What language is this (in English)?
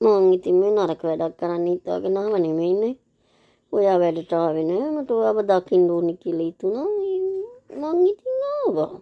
Sinhala